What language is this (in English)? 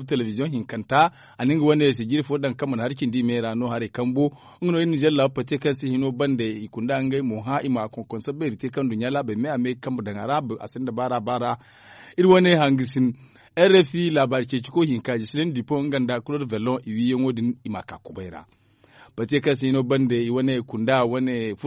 Zarma